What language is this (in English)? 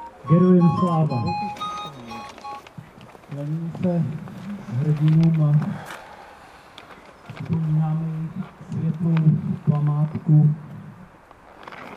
Czech